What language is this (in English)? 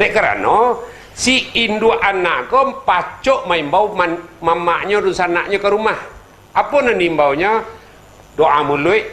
Minangkabau